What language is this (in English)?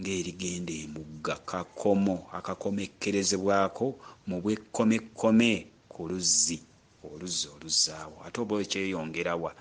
Ganda